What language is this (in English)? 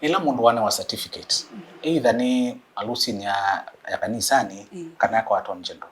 Kamba